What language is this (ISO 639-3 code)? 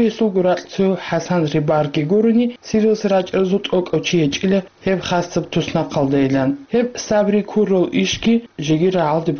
ava